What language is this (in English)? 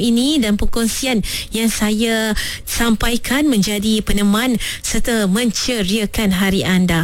Malay